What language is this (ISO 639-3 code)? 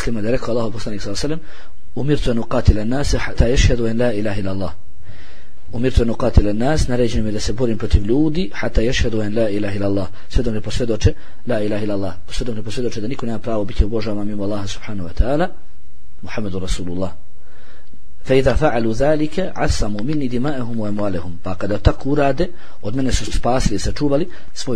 bos